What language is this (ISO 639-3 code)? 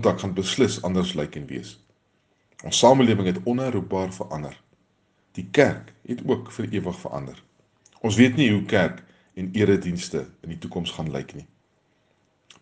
afr